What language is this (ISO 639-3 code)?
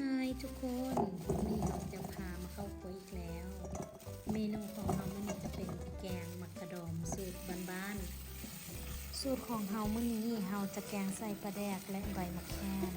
lao